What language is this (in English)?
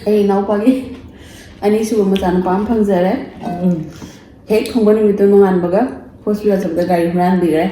Manipuri